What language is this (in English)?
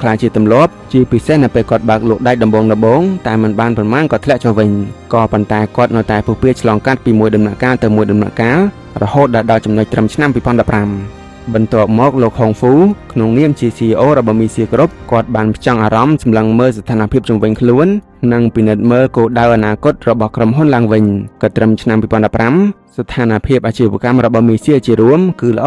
Khmer